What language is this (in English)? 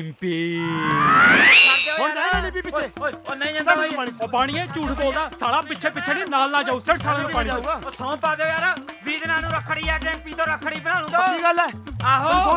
Punjabi